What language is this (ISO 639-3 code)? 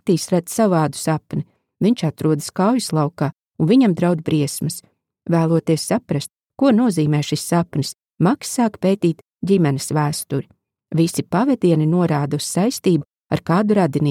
lav